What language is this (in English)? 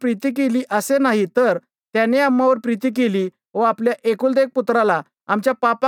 Marathi